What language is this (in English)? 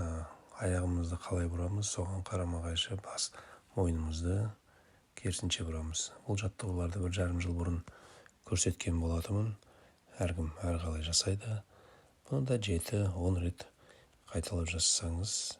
Kazakh